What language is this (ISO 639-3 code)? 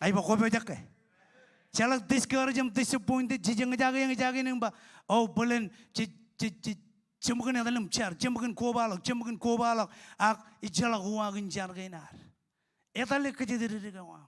mah